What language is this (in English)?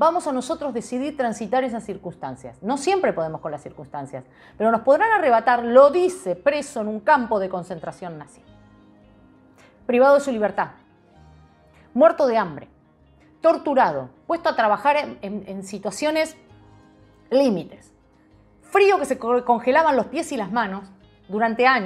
Spanish